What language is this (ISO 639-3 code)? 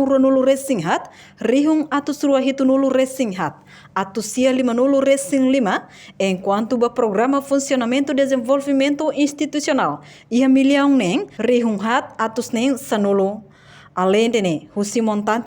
tet